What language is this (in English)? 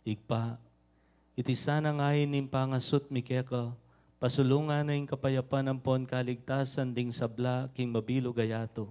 Pampanga